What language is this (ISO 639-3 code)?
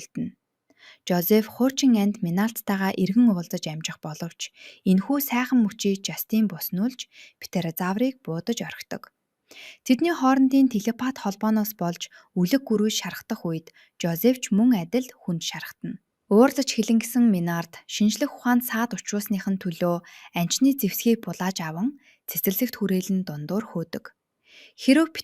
mon